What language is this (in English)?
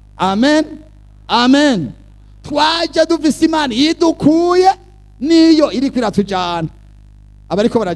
Rundi